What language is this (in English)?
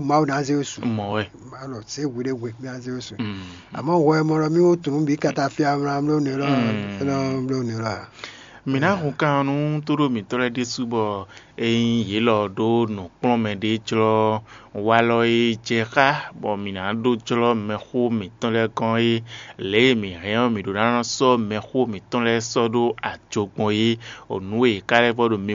Fon